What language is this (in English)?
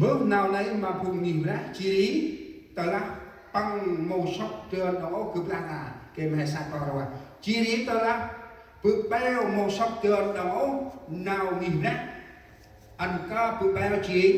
Central Mnong